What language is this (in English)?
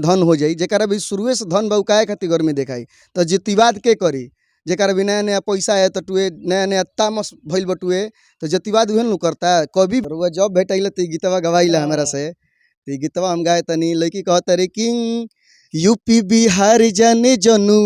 Bhojpuri